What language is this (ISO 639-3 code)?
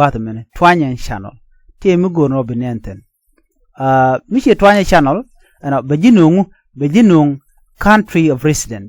nus